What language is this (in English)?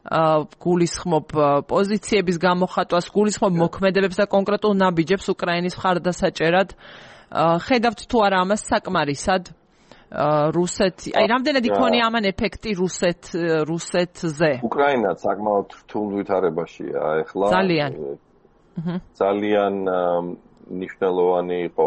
Georgian